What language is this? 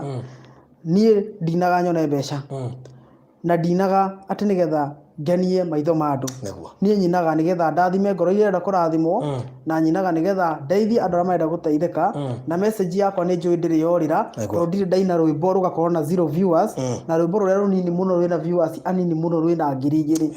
Kikuyu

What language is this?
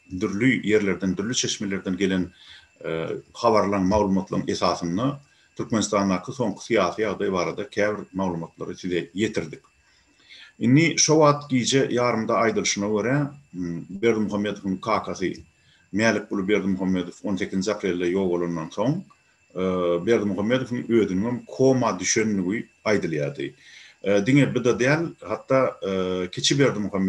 Turkmen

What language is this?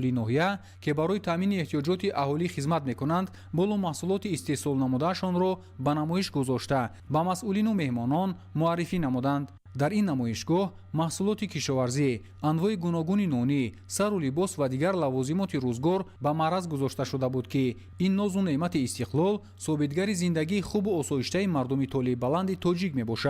Tajik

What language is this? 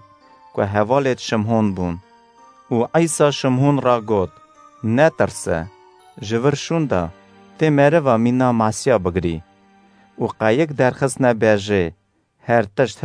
Kurdish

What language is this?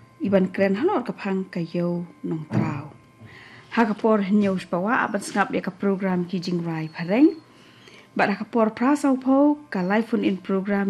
Khasi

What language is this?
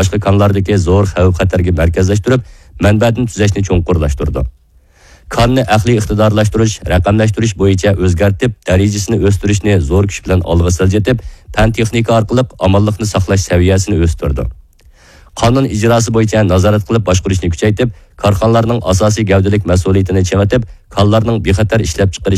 Uyghur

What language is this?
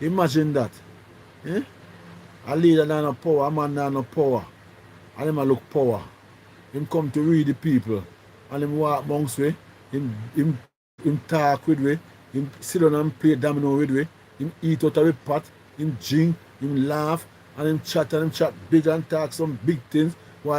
Jamaican Creole English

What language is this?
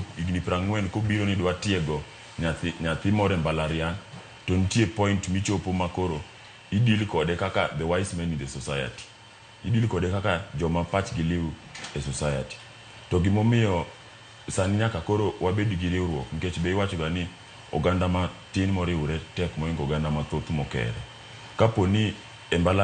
Luo (Kenya and Tanzania)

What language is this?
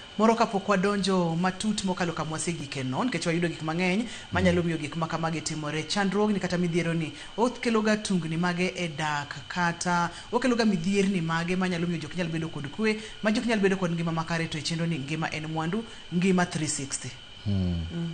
Luo (Kenya and Tanzania)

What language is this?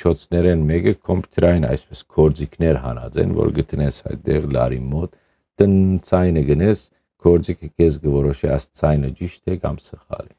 Western Armenian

